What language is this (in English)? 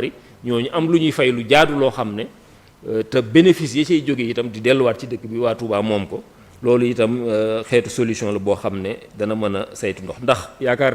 Wolof